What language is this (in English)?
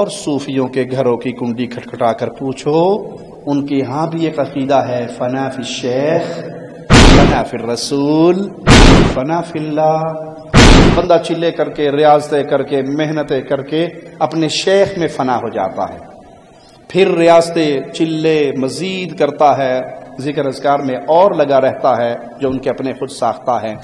Urdu